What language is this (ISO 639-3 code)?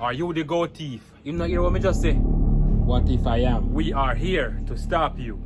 jam